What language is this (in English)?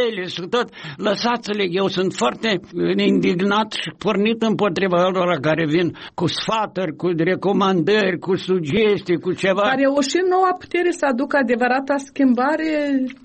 Romanian